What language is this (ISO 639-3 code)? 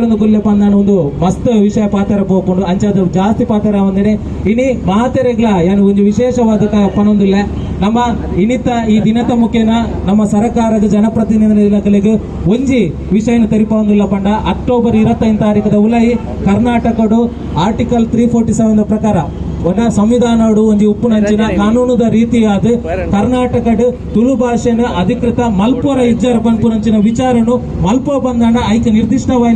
tcy